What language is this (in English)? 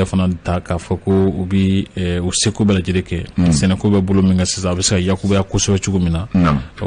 Bambara